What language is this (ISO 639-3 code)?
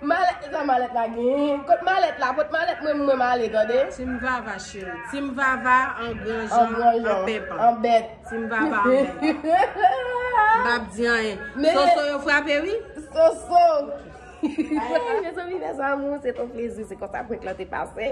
hat